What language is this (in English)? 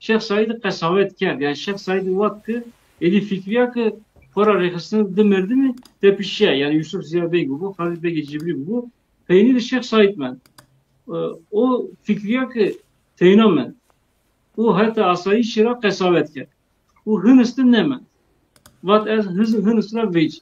Zaza